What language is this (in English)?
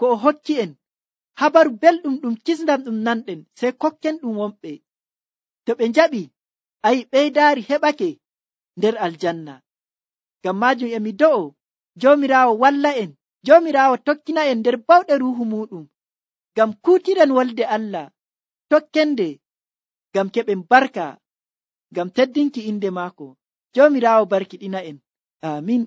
Nigerian Fulfulde